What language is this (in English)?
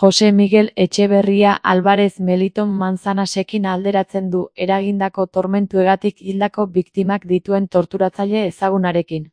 Basque